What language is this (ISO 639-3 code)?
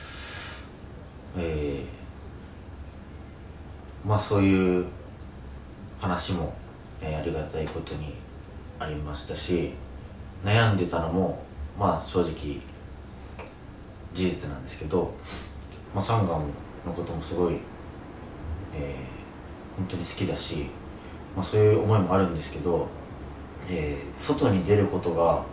jpn